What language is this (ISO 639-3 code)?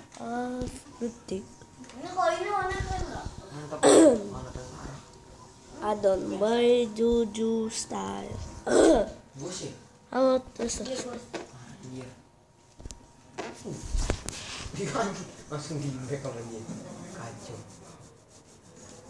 ind